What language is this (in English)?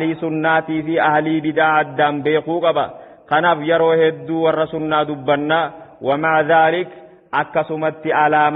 Oromo